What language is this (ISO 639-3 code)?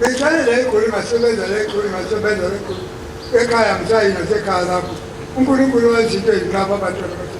zul